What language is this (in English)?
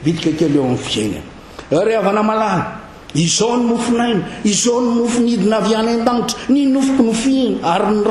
Malagasy